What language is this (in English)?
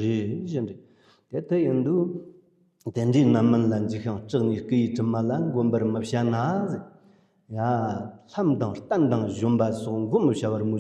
Tibetan